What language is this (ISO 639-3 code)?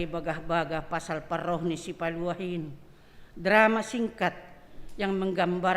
bts